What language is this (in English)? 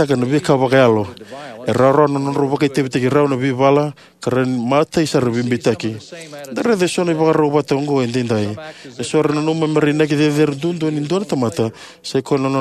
Fijian